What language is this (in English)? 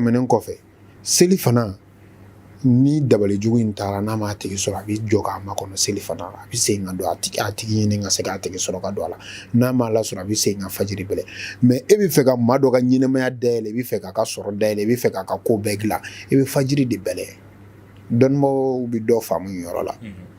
Bambara